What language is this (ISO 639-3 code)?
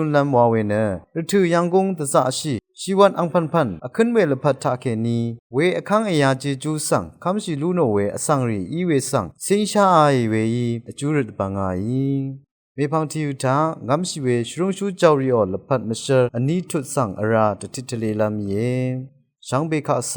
raw